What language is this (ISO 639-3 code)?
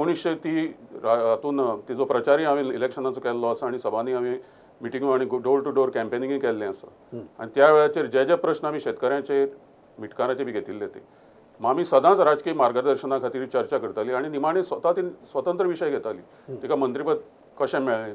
kok